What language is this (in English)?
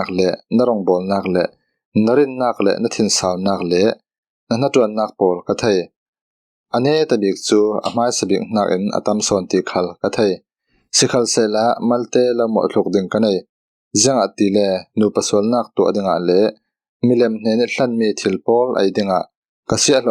Falam Chin